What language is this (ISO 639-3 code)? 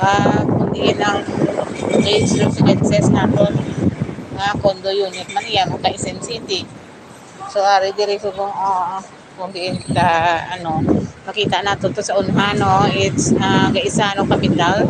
hil